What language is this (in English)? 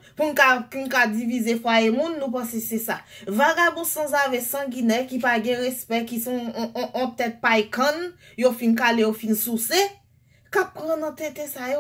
Haitian Creole